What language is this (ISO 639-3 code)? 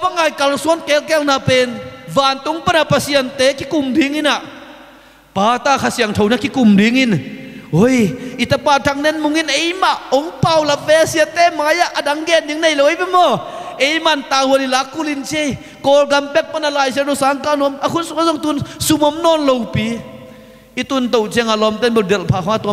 ctd